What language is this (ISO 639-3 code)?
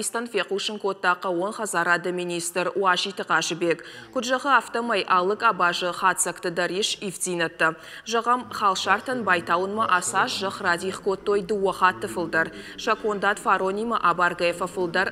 oss